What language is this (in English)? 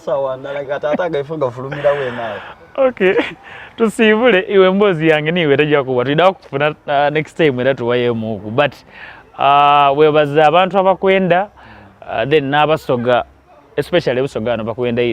Soga